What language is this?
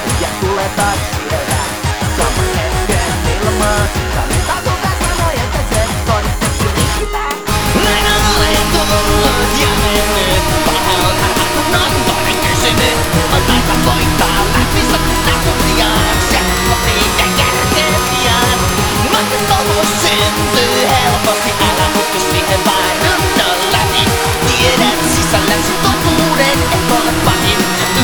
Finnish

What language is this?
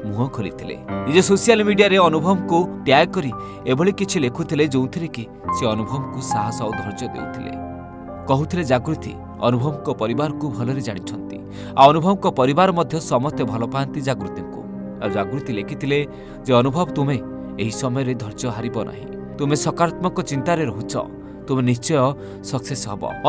Odia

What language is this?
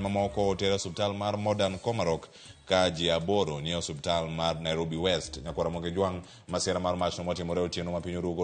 Luo (Kenya and Tanzania)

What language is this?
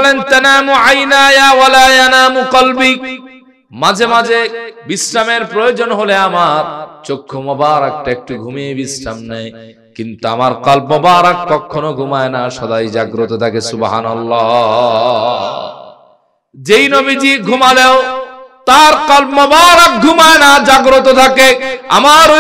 Bangla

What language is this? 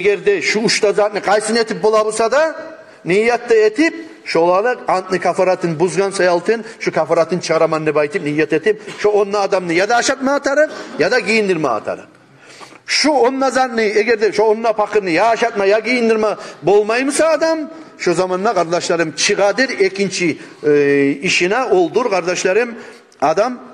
Kumyk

